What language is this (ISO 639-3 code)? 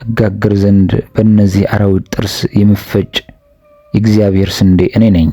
amh